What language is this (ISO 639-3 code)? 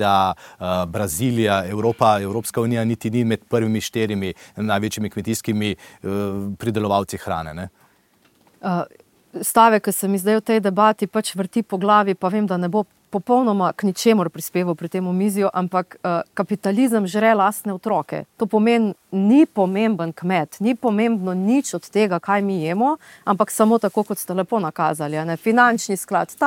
slv